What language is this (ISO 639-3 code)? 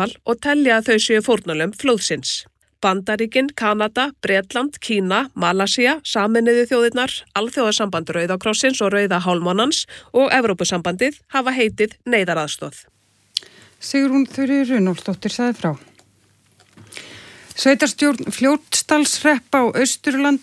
isl